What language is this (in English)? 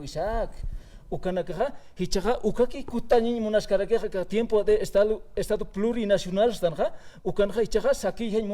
Aymara